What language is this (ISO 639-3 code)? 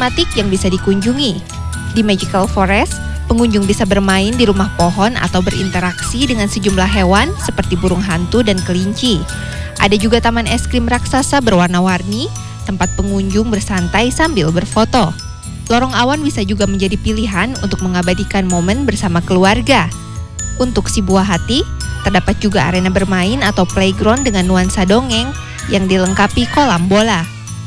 ind